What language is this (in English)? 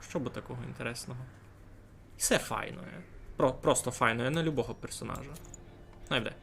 Rusyn